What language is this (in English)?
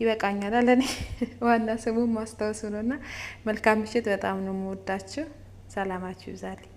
Amharic